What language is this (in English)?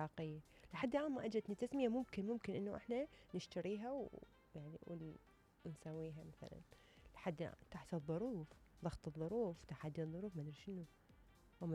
Mesopotamian Arabic